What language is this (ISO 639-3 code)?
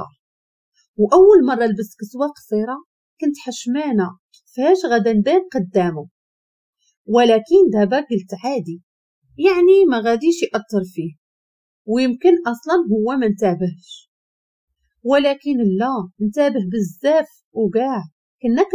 ary